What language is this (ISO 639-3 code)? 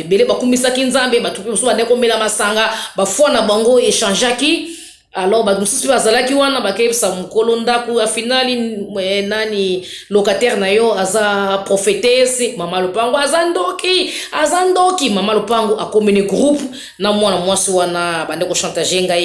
lin